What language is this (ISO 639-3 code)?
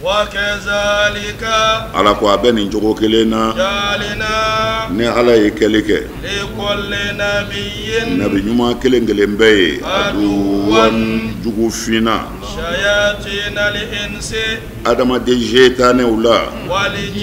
bam